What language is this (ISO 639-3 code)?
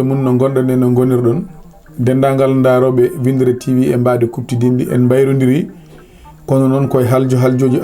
ful